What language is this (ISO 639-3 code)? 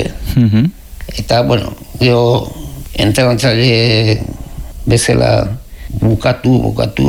eus